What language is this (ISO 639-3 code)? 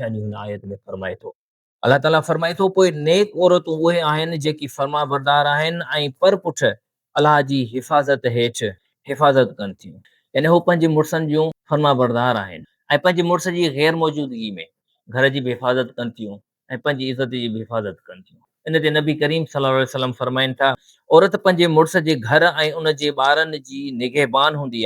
snd